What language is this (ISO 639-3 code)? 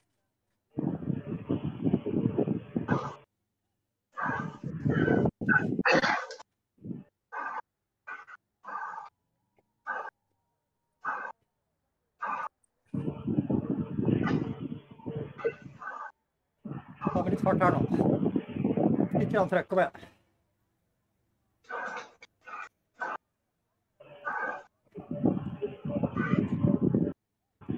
nor